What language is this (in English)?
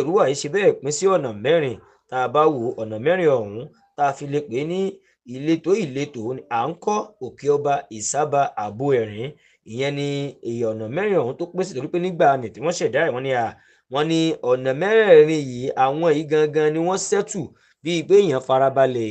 Yoruba